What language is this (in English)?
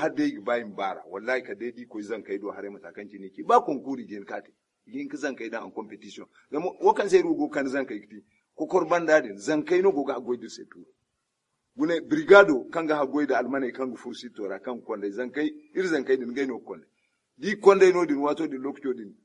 Zarma